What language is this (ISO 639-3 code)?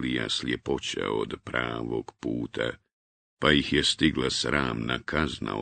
bos